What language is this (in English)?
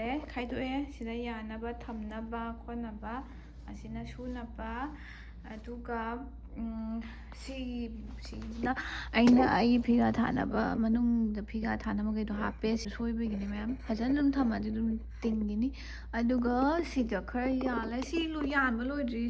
Manipuri